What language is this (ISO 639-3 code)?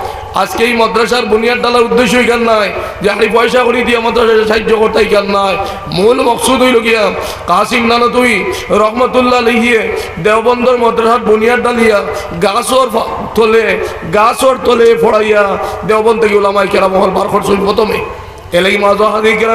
syl